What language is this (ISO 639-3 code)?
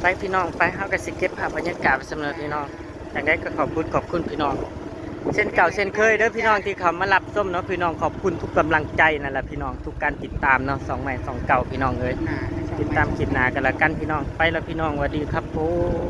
tts